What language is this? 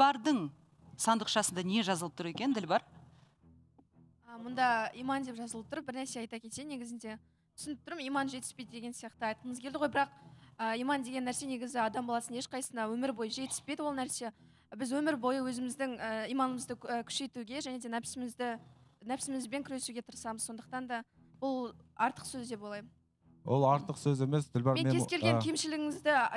Kazakh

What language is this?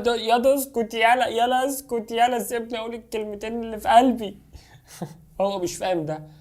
Egyptian Arabic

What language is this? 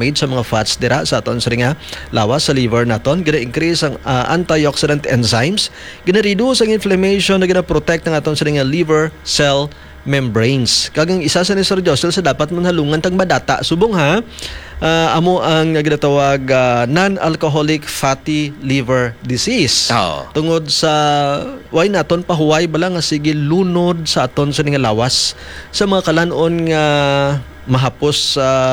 Hiligaynon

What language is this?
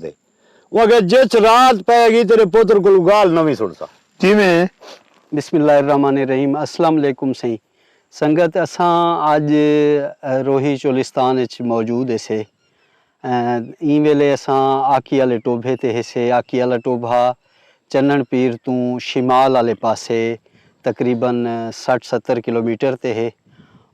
Saraiki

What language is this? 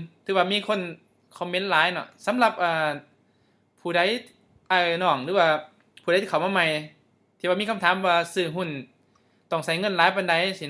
Lao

